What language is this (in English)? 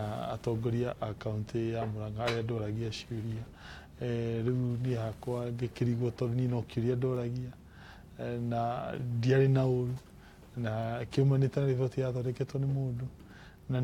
Kikuyu